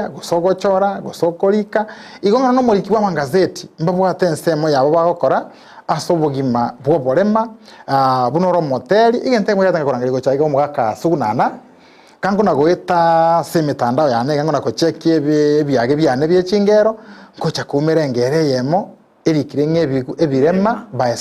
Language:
Gusii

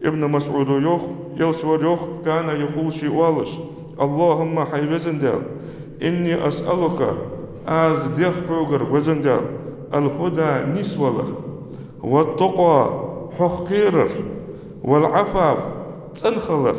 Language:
Ingush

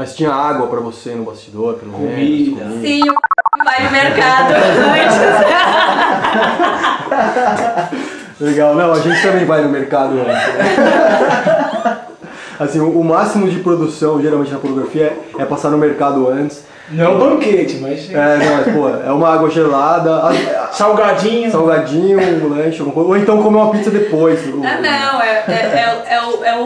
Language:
Portuguese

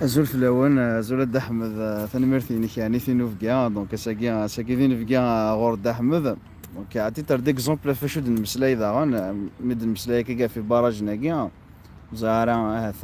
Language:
Kabyle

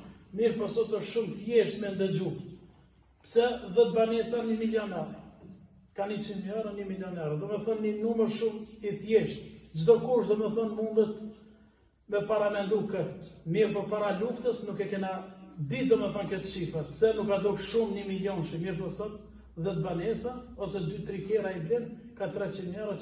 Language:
Albanian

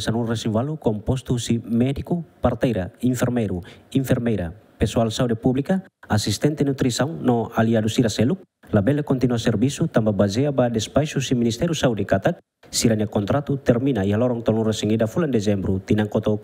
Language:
Tetum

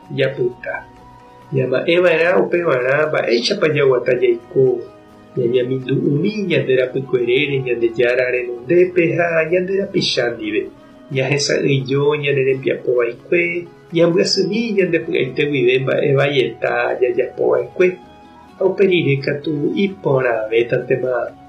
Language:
Guarani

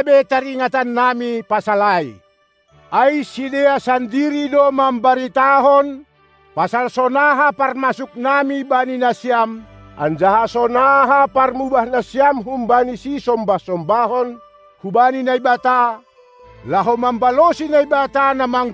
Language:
Batak Simalungun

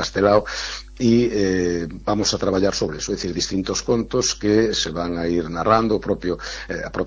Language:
Galician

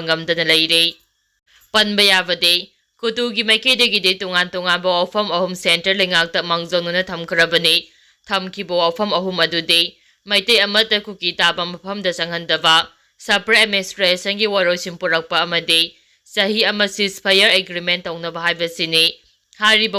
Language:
Manipuri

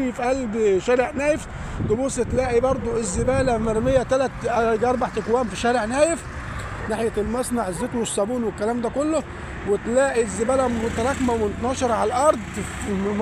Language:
Egyptian Arabic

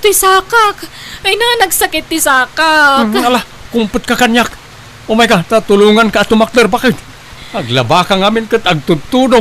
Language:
Iloko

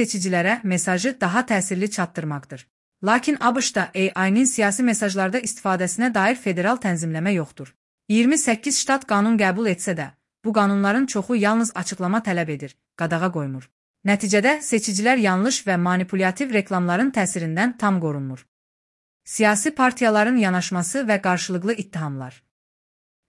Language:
Azerbaijani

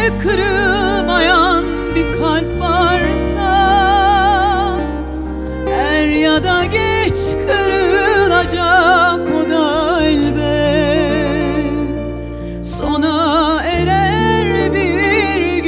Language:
Turkish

